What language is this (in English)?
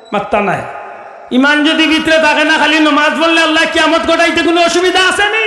Sylheti